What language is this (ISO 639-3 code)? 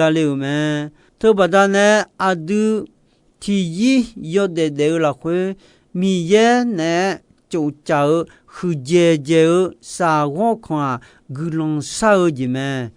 ahk